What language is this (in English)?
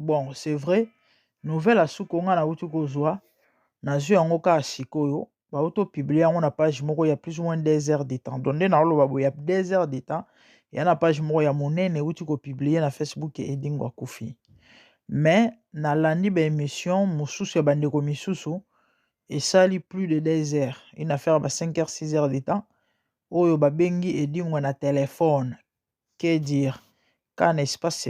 Lingala